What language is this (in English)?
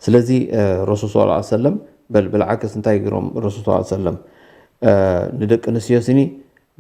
Tigrinya